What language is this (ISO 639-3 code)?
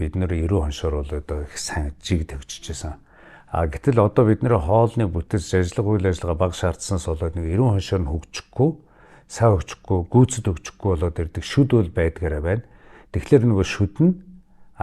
mon